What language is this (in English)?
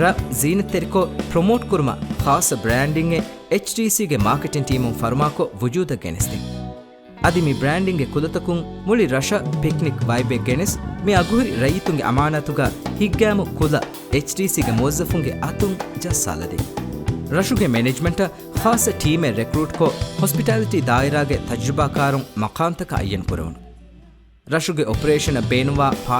Divehi